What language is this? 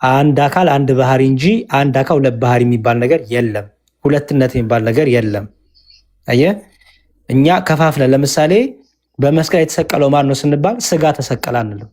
Amharic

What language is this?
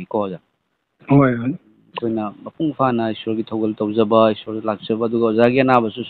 Manipuri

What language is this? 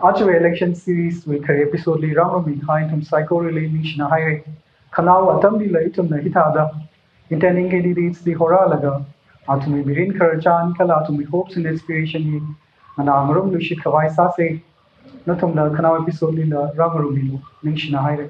Tangkhul Naga (India)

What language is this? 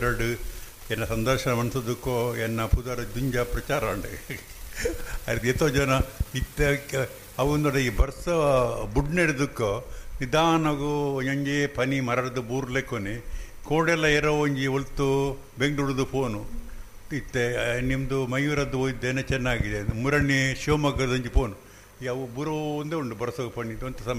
Tulu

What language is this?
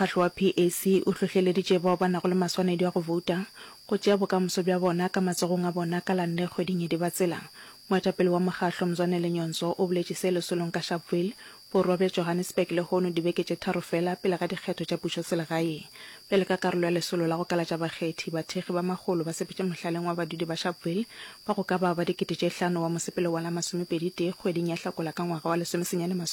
Northern Sotho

